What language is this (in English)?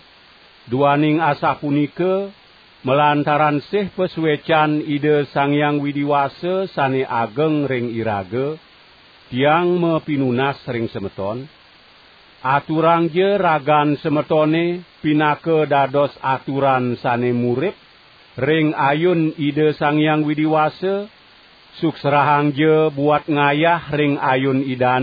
Balinese